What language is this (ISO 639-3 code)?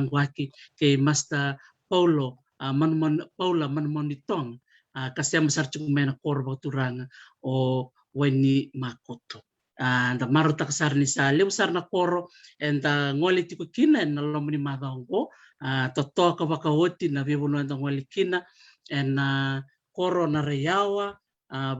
fij